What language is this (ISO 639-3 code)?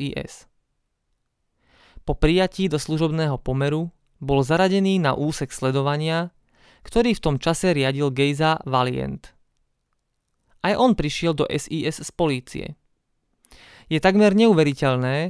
slk